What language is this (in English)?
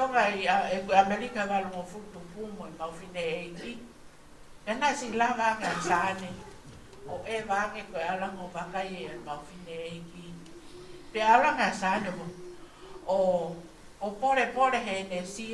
Tongan